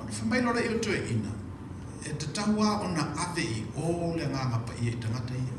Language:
Samoan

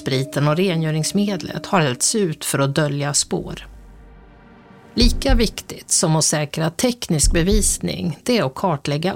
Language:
Swedish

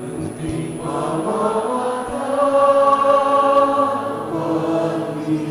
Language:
Pampanga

